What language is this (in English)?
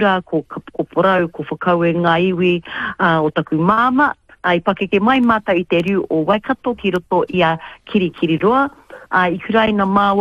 Māori